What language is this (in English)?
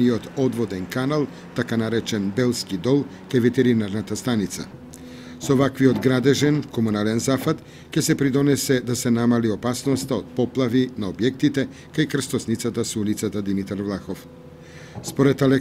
Macedonian